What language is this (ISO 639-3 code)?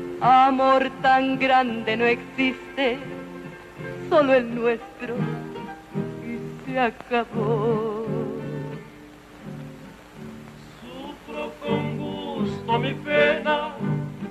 spa